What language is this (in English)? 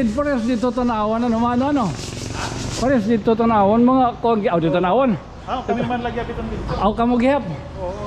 Waray